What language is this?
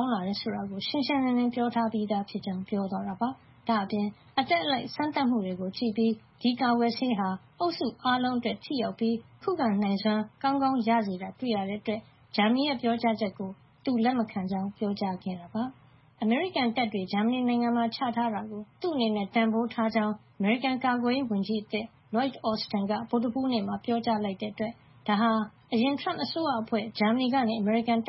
Burmese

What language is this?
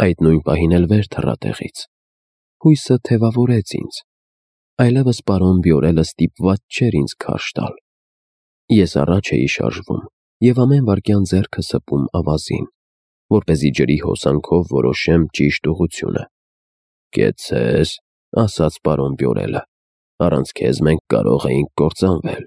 Armenian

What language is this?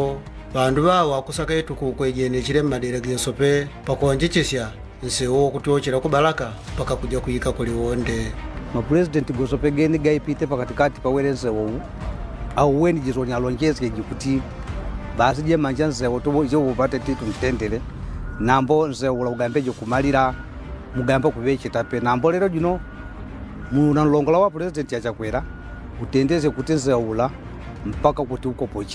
Nyanja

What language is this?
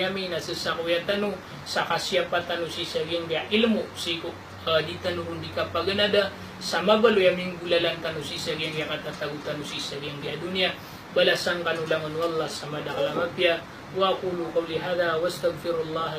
Maranao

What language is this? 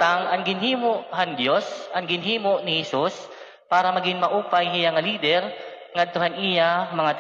Waray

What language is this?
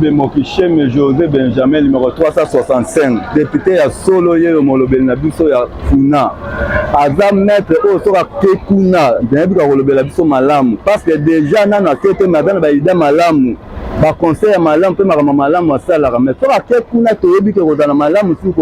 Lingala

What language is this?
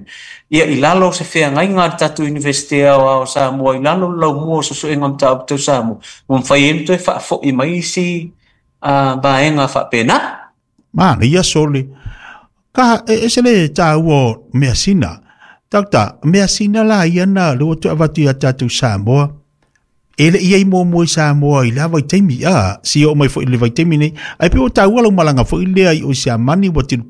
Samoan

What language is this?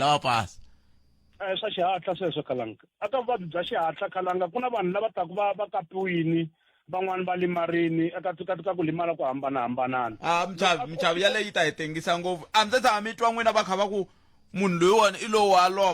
Tsonga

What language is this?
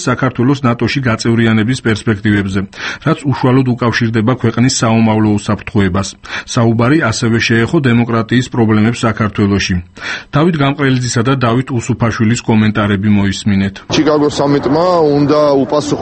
Georgian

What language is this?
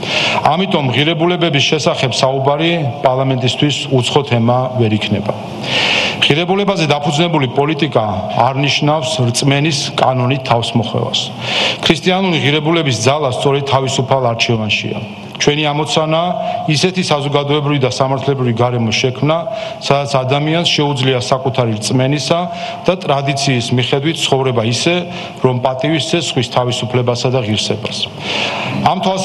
Georgian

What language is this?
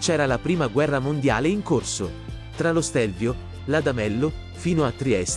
Italian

